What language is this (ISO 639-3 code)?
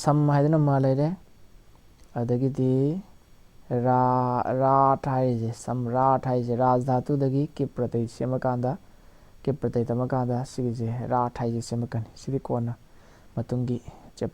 mni